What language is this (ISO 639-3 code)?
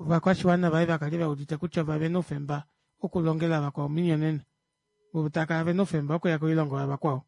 kua